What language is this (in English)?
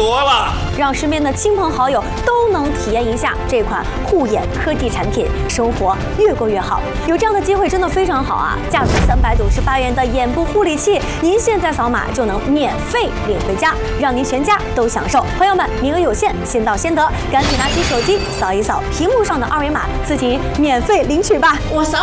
Chinese